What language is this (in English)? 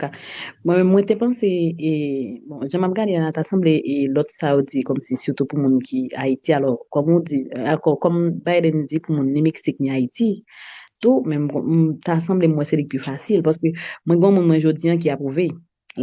Haitian Creole